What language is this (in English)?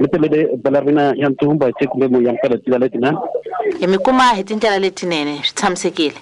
Tsonga